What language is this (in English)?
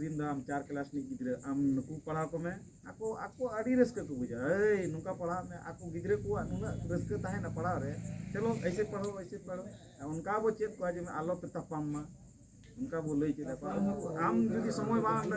Santali